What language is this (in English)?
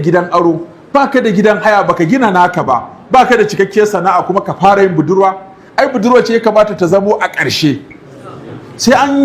Hausa